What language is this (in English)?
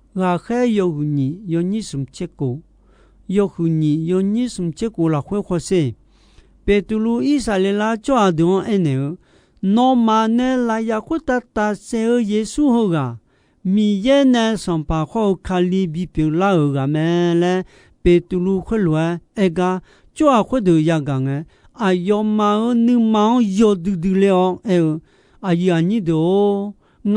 Akha